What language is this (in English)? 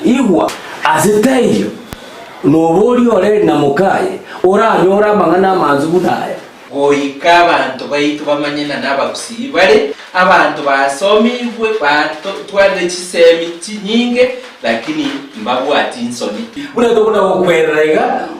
Gusii